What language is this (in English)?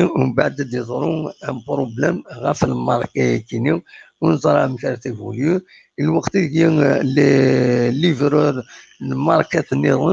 Kabyle